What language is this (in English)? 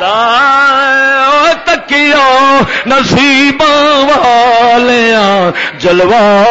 Western Panjabi